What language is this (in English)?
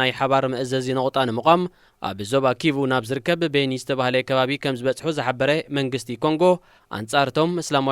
Tigrinya